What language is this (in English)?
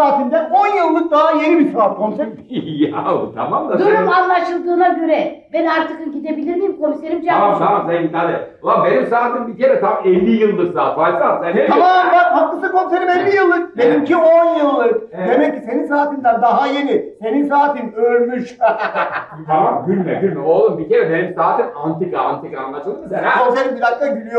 Turkish